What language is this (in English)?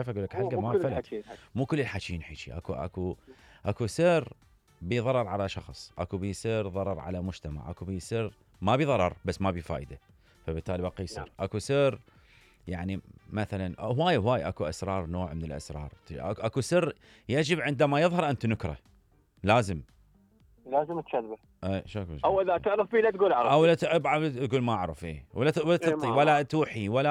Mesopotamian Arabic